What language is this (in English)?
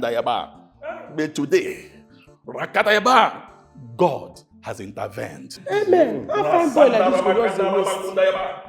Nigerian Pidgin